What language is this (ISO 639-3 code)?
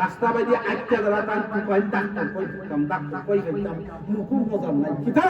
syl